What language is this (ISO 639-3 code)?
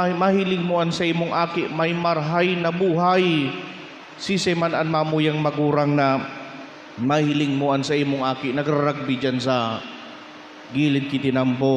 bik